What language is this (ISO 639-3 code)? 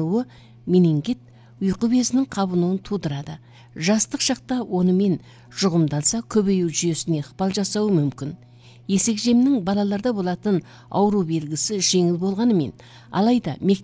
kaz